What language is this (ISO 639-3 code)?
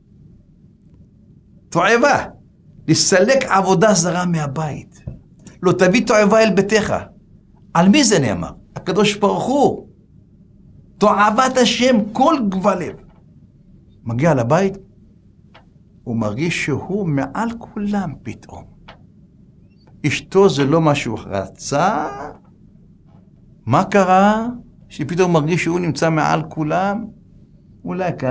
heb